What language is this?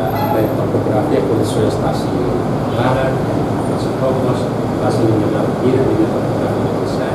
Tetum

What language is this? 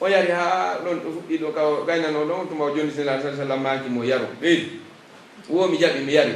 Pular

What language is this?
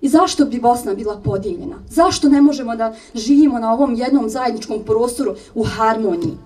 Bosnian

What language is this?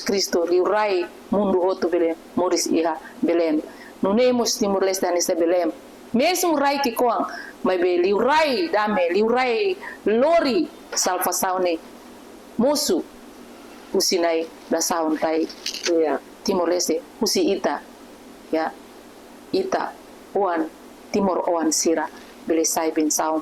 Tetum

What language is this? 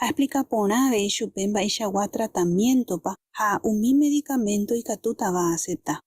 Guarani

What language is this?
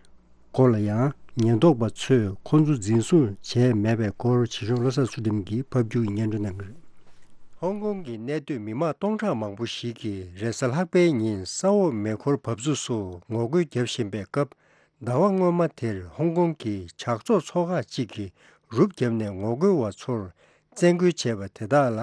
Tibetan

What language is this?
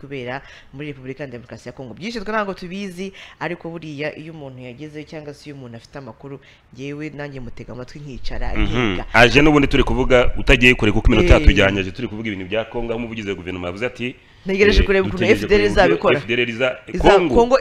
Kinyarwanda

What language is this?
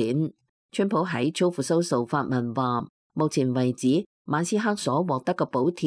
Cantonese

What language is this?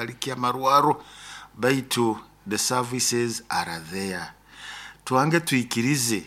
Nyoro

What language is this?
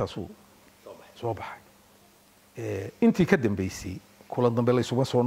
Somali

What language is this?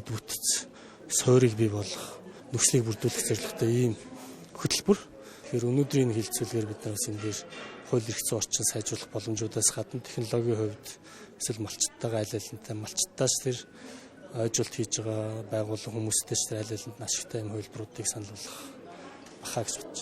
Mongolian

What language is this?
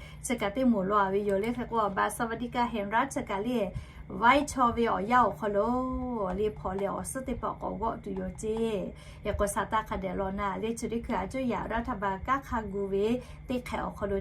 Lahu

